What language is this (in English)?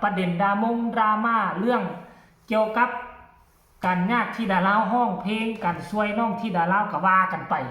Lao